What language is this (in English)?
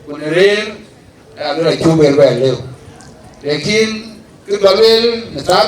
Dinka